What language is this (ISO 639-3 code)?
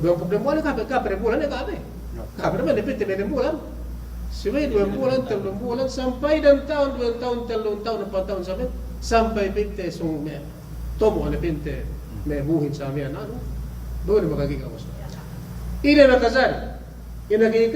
yka